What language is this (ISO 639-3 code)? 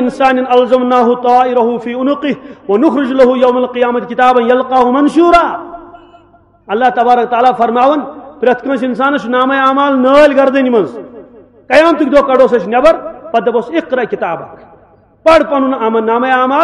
kas